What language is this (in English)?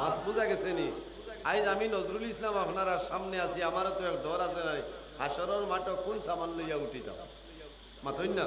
Sylheti